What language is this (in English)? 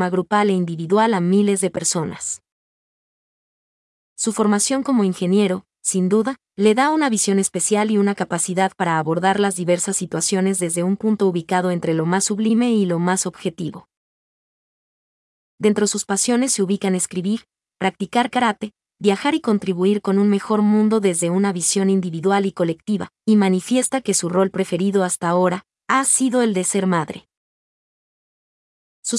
Spanish